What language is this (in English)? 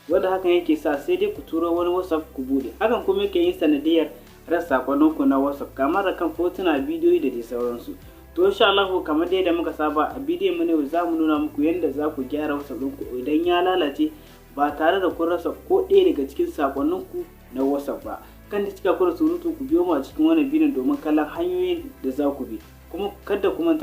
Hausa